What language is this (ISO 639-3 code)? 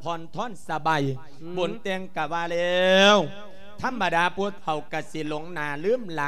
lao